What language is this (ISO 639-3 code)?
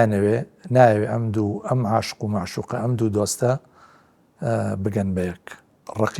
ckb